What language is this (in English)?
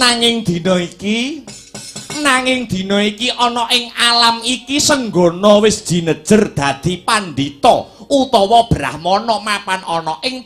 Javanese